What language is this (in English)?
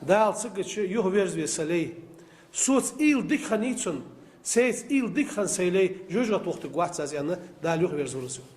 Ingush